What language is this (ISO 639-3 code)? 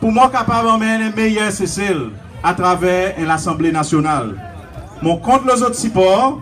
crs